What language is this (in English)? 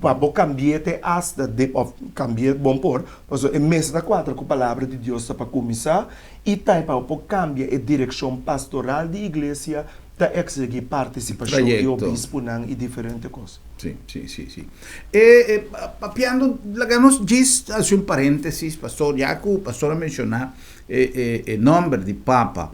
Papiamento